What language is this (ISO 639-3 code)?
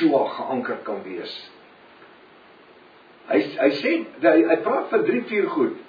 afr